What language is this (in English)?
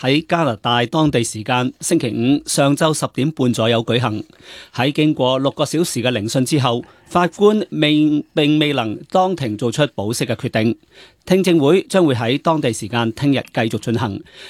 Cantonese